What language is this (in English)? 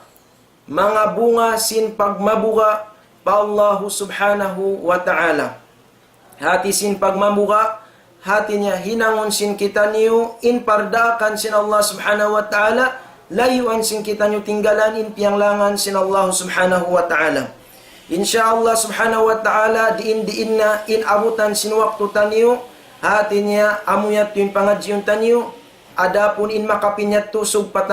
Tausug